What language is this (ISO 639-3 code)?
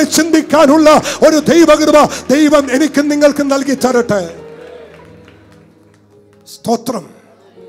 mal